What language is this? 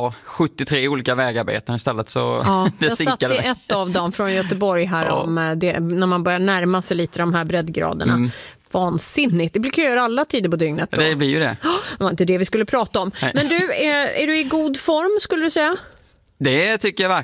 Swedish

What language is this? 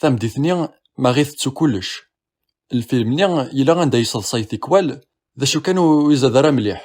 Kabyle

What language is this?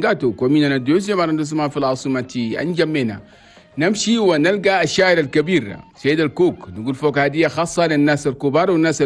Chadian Arabic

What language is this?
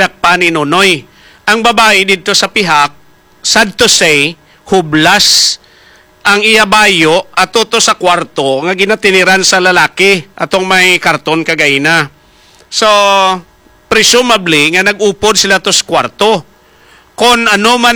Hiligaynon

